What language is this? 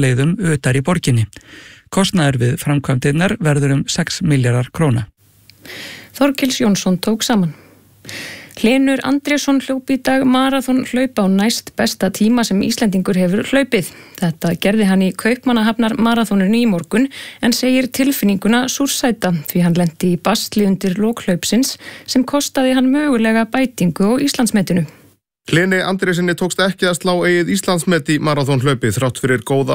Icelandic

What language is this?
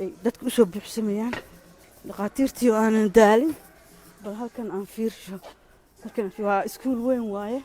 Somali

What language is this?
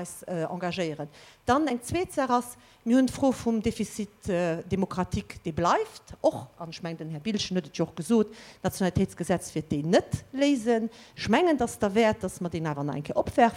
Luxembourgish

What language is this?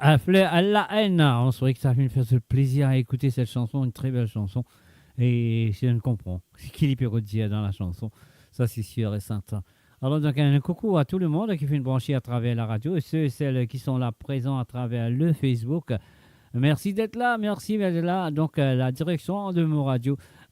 Morisyen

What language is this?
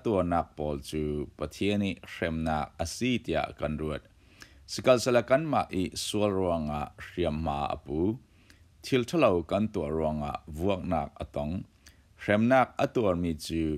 Falam Chin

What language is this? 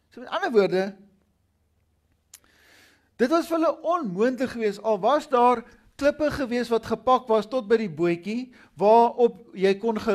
Afrikaans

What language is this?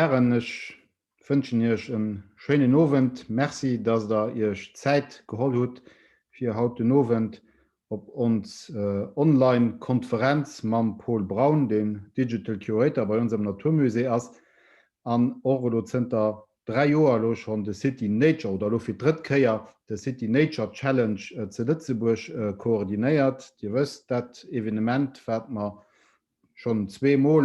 Luxembourgish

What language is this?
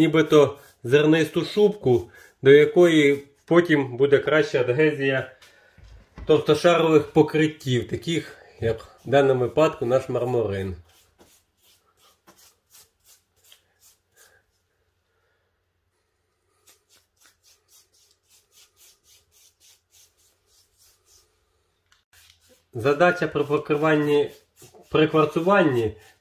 Ukrainian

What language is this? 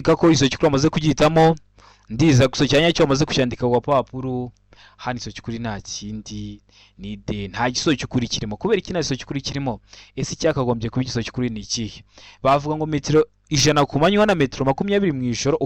Kinyarwanda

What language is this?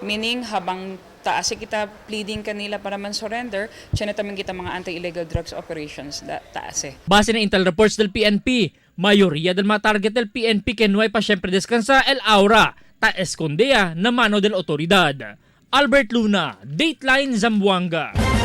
Chavacano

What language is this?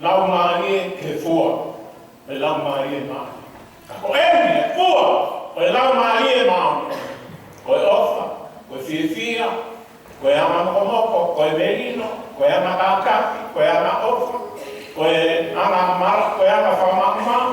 Tongan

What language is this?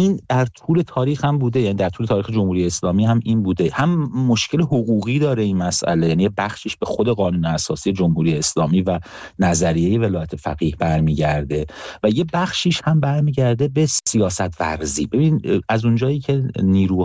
Persian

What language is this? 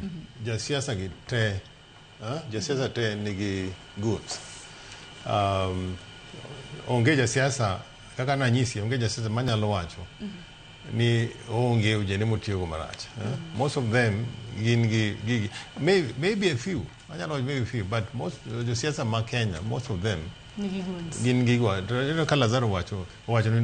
Luo (Kenya and Tanzania)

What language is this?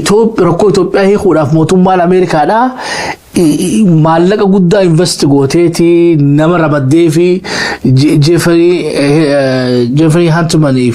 Oromo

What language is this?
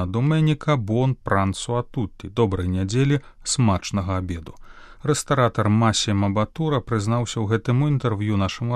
Belarusian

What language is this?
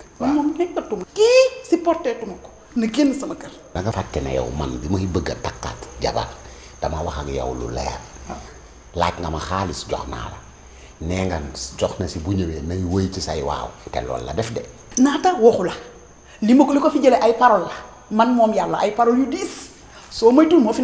Wolof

